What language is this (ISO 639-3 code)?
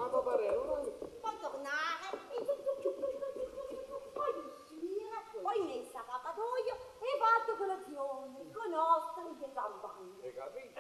ita